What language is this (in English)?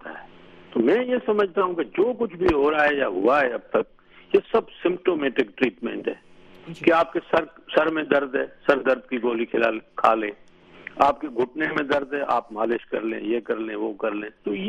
Urdu